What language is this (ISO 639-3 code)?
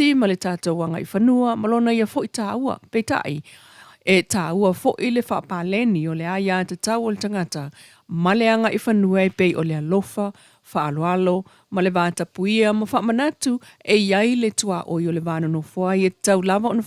smo